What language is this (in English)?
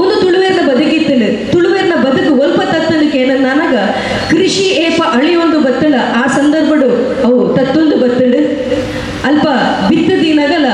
Tulu